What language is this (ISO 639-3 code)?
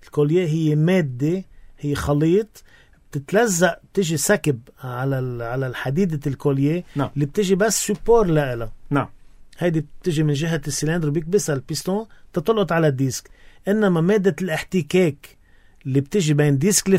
apc